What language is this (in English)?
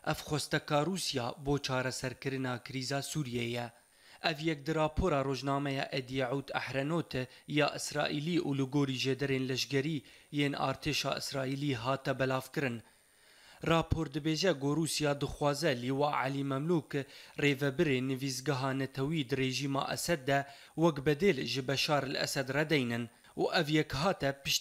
Kurdish